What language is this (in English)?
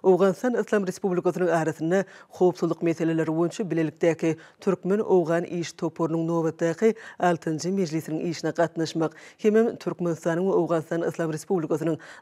Turkmen